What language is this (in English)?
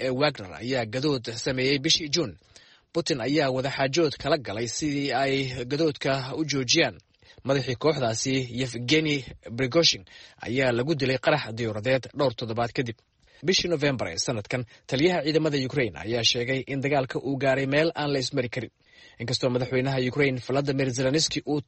Somali